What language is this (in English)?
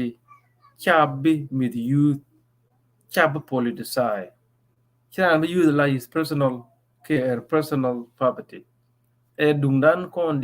Nuer